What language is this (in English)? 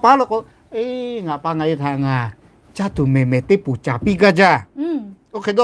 Lahu